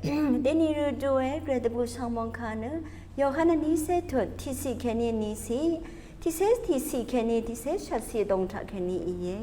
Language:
Rawang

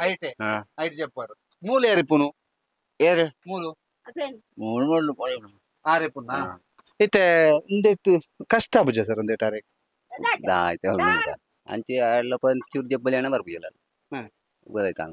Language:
Tulu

